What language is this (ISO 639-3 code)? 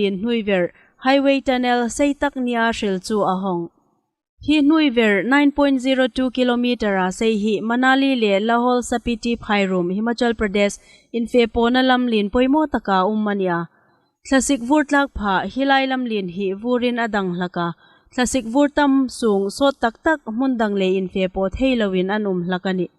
hmr